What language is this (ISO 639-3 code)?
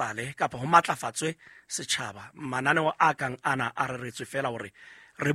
sot